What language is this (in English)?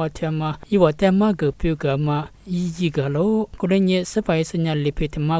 Lisu